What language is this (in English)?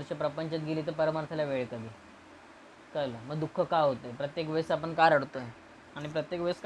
Marathi